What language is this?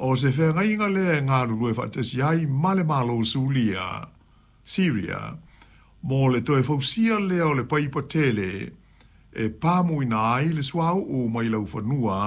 Samoan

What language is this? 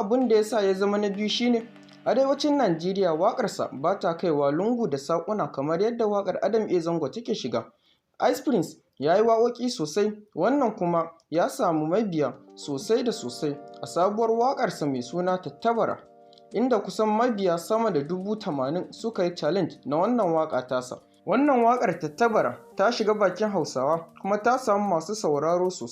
Hausa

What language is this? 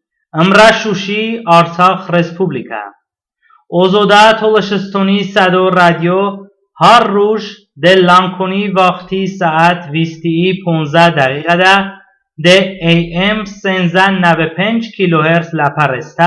Talysh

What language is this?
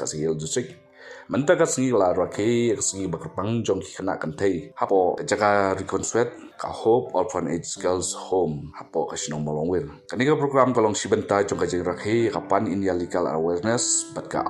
Khasi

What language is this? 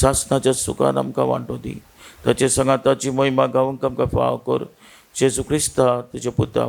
Konkani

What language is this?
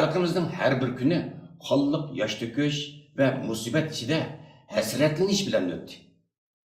Uyghur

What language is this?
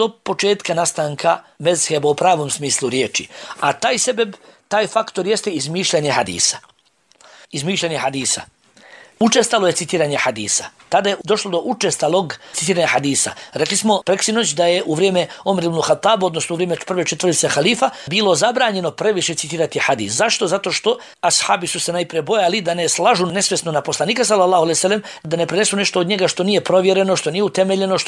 Bosnian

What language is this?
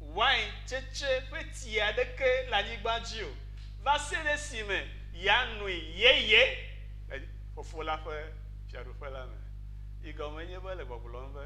Ewe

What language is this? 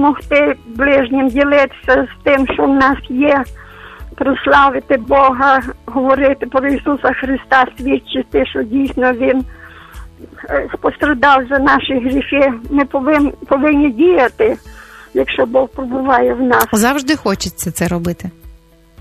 Ukrainian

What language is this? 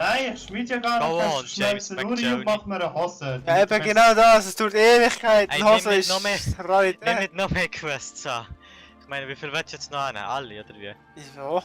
Swiss German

